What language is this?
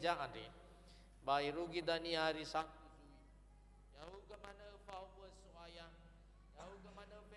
Nias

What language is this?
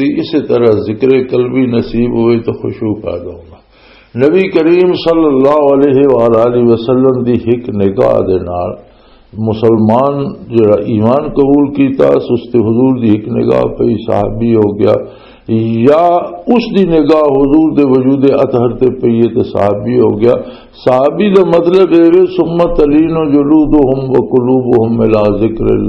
Western Panjabi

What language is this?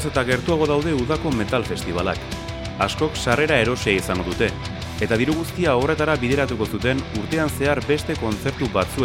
Basque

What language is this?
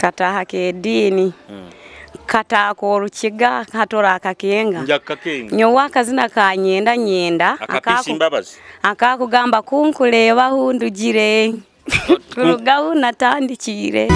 Nyoro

